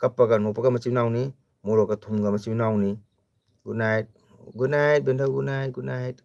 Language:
Manipuri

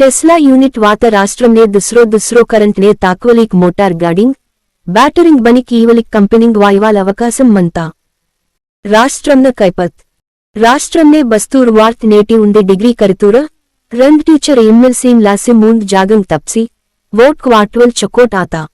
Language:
Gondi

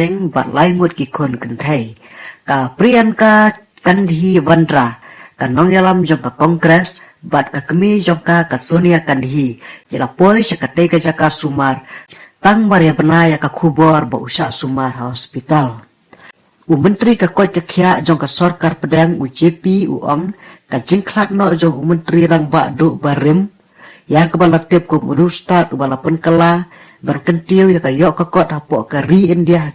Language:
Khasi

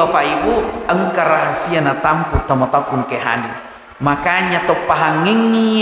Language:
Buginese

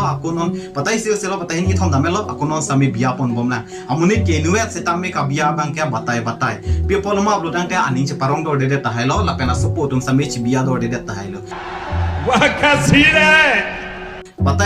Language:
Karbi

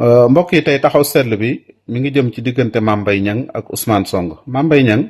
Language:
Wolof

